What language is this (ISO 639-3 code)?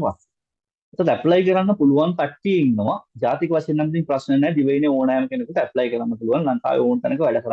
sin